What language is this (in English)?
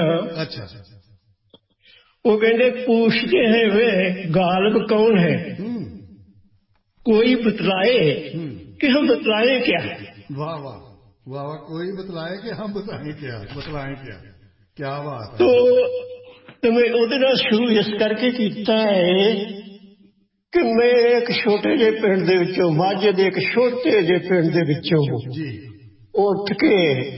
Punjabi